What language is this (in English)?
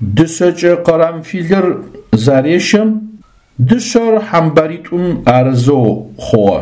Adyghe